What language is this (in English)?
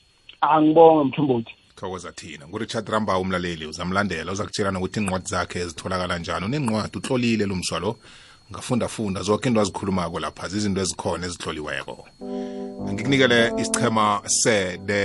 South Ndebele